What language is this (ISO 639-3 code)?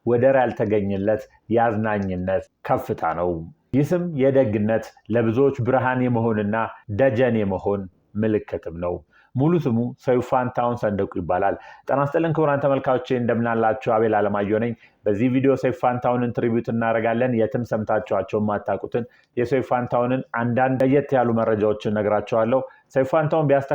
amh